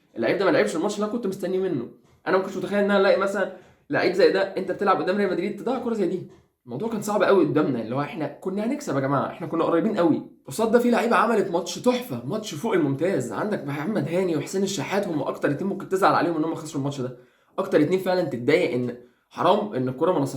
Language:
Egyptian Arabic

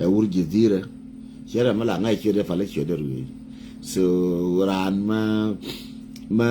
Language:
Nuer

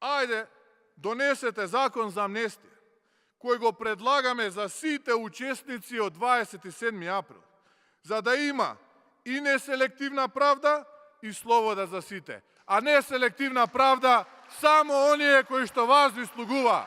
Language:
Macedonian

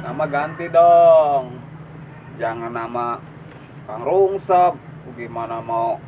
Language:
Betawi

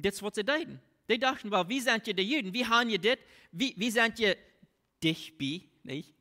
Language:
Plautdietsch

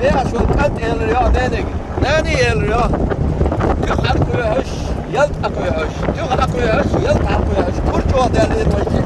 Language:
Chechen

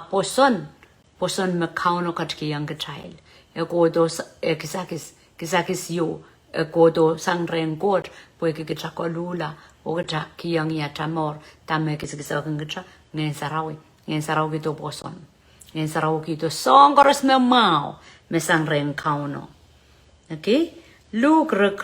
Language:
Pohnpeian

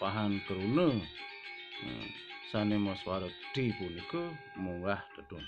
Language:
Balinese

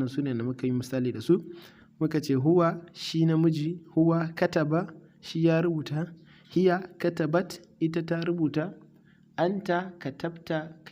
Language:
Hausa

